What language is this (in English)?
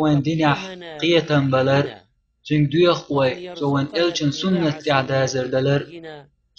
Chechen